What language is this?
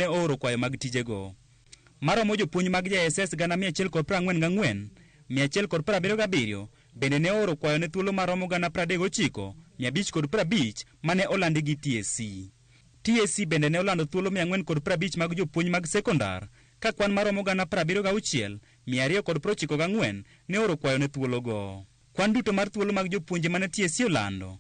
Luo (Kenya and Tanzania)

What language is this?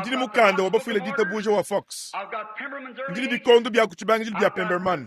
Luba-Lulua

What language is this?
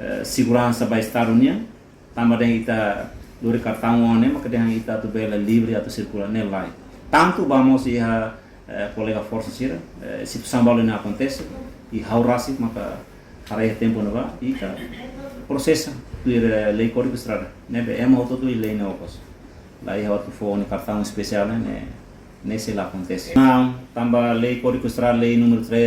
Tetum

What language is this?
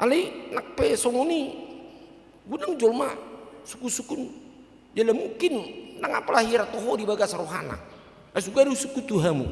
Batak Toba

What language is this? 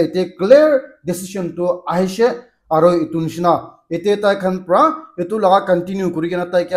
Naga Pidgin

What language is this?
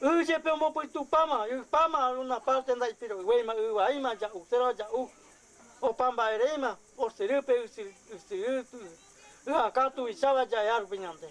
Guarani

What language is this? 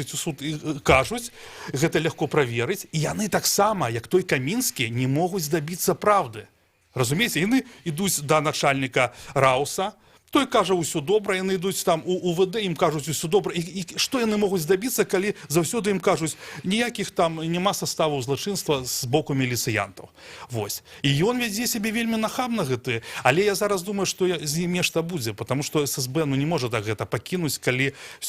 Belarusian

